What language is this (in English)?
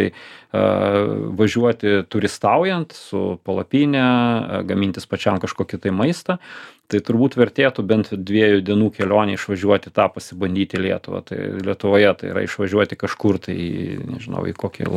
Lithuanian